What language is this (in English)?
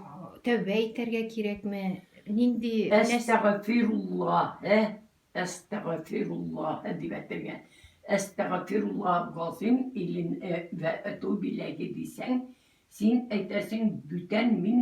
Tatar